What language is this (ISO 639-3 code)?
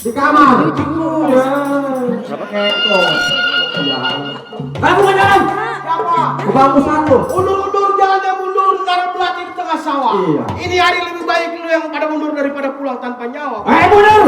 bew